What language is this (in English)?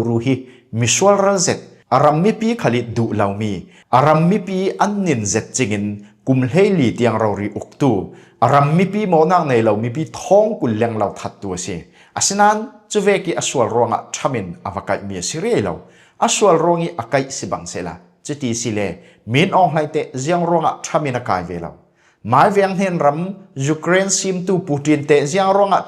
Falam Chin